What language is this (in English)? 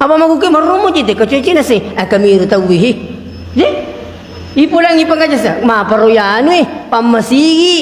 Buginese